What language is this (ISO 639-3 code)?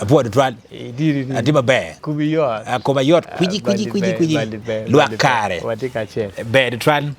ach